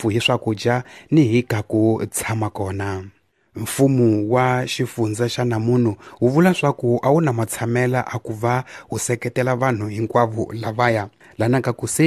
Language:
Tsonga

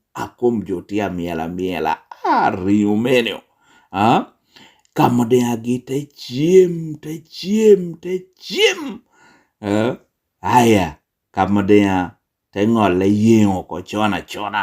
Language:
Lango (Uganda)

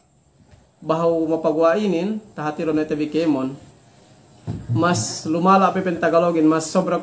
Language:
Yakan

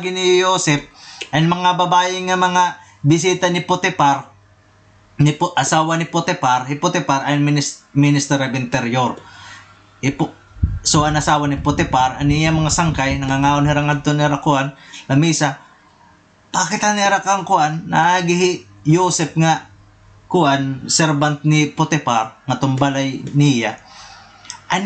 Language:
Waray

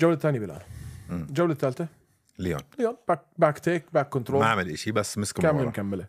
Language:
North Levantine Arabic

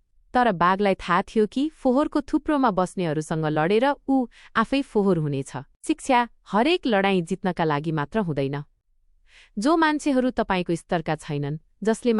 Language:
Nepali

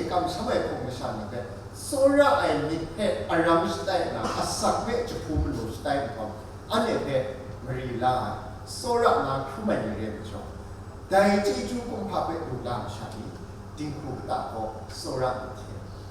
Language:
Kachin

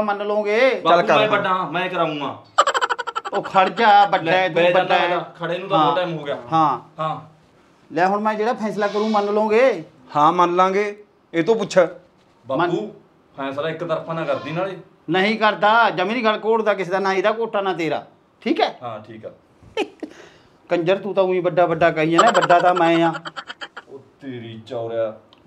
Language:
Punjabi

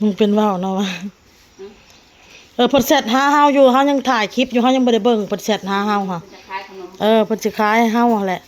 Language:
Northeastern Thai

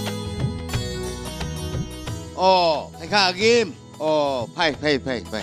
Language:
Dimasa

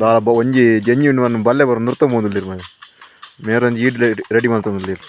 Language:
Tulu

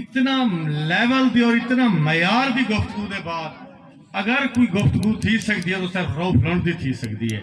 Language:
Saraiki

